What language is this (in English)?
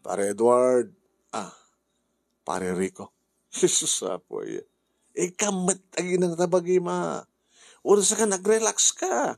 Iloko